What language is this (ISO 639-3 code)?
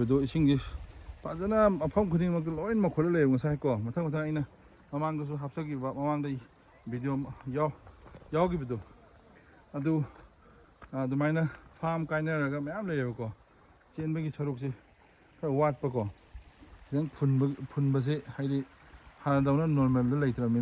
mni